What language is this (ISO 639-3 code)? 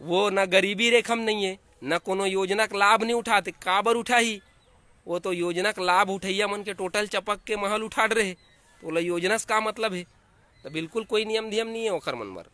hne